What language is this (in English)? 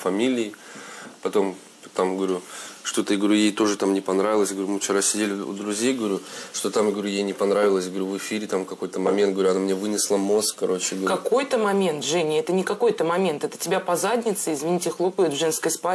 Russian